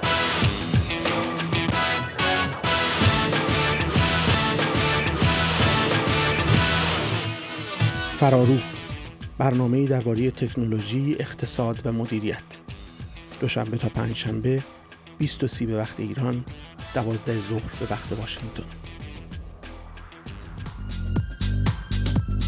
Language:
Persian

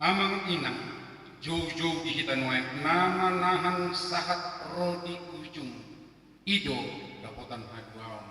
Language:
Batak Toba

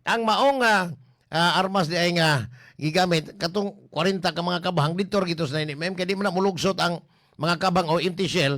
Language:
Cebuano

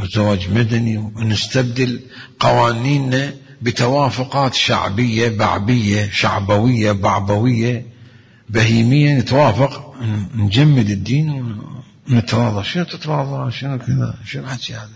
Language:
Mesopotamian Arabic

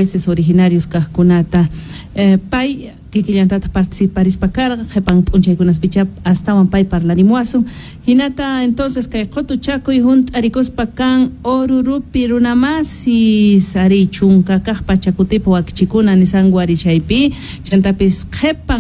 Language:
Quechua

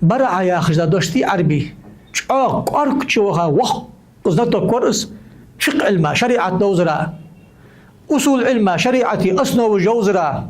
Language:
Ingush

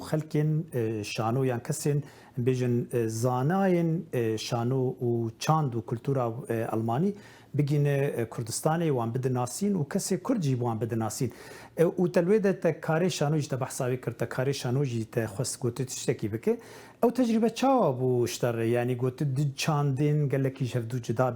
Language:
Kurdish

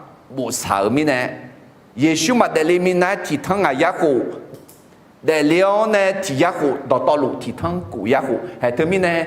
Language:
Akha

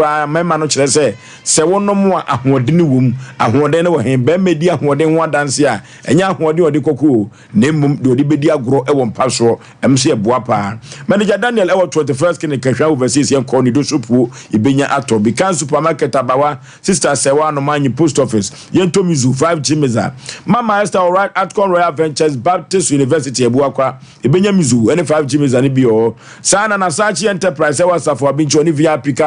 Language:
Akan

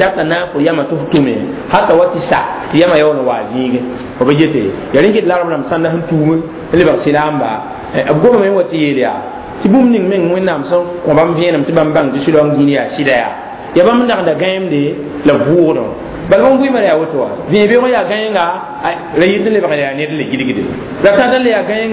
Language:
Mossi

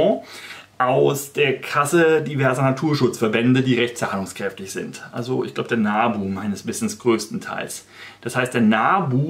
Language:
German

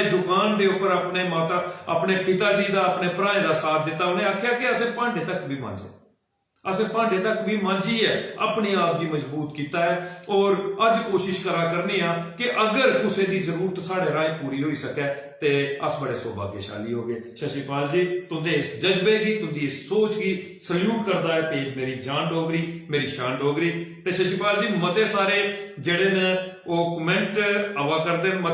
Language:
Dogri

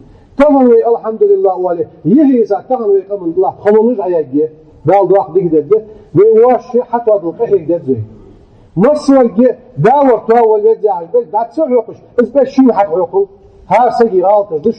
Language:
Ingush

